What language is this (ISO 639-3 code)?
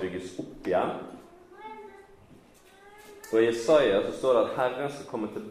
nor